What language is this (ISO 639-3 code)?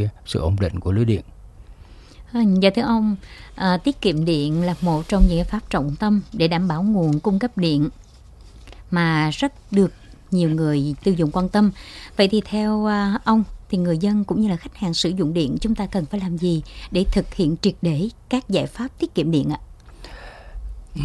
vie